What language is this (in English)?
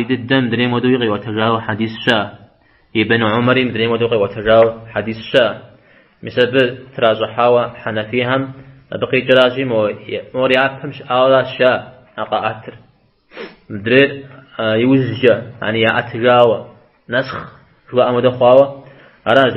Kabardian